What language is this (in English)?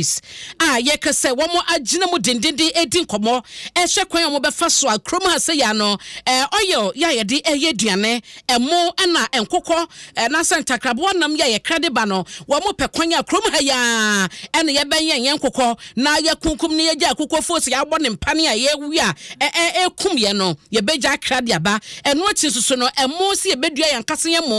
Akan